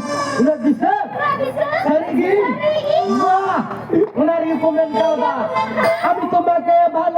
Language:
Santali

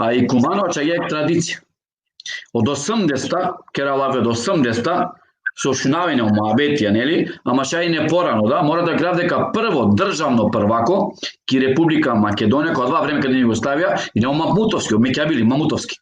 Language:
Balkan Romani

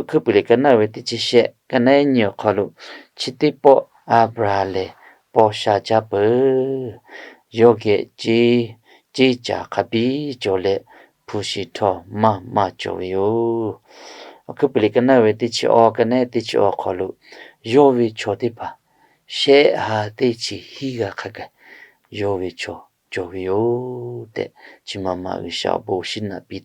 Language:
Lahu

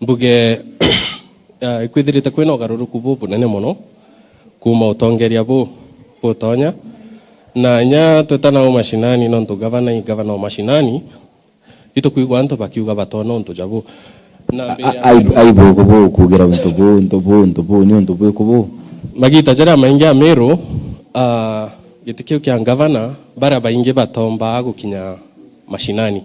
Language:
Meru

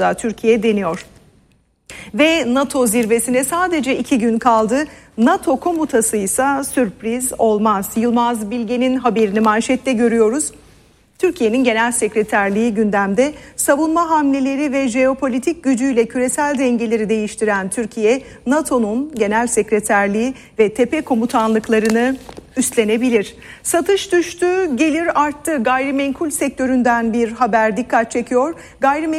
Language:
Turkish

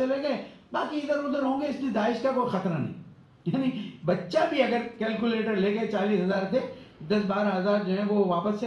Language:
Urdu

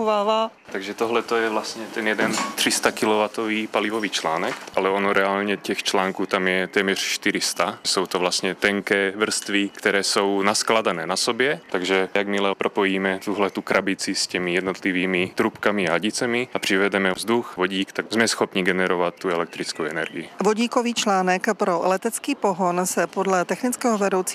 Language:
Czech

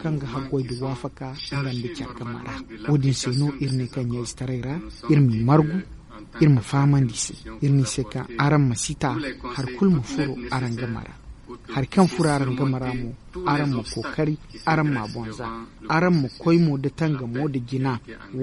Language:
Zarma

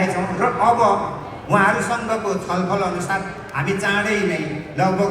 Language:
Nepali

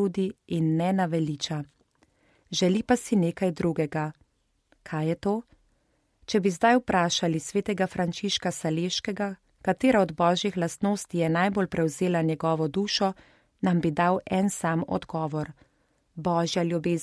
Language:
Slovenian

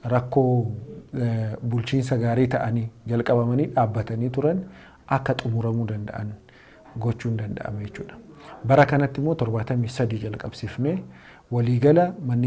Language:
Oromo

